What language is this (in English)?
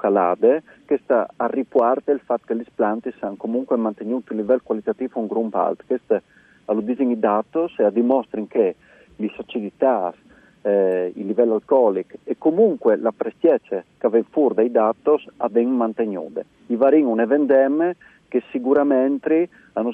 Friulian